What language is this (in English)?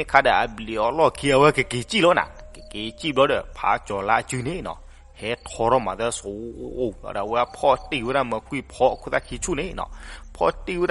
S'gaw Karen